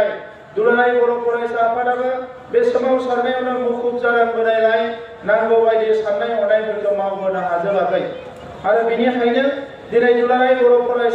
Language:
Bodo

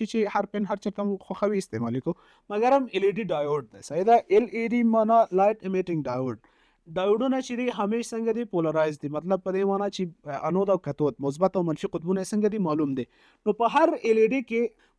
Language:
Pashto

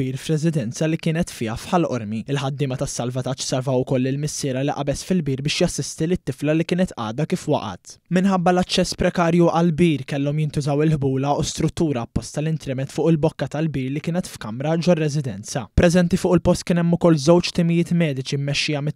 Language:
Maltese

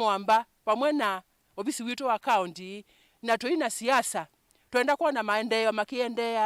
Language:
Kamba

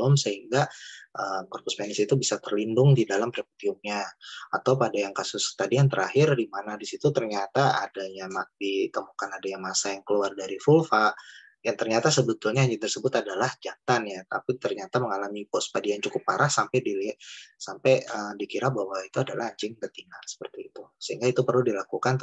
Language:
Indonesian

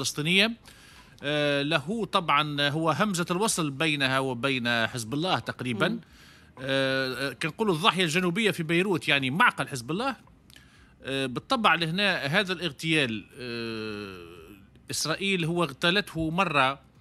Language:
Tunisian Arabic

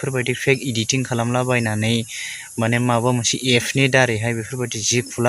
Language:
Bodo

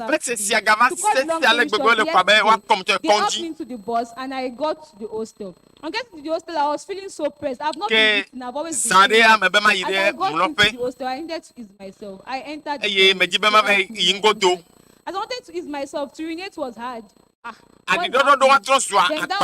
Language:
Ewe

